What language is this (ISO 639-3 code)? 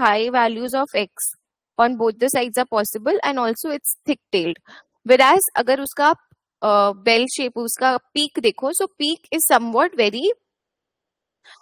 hin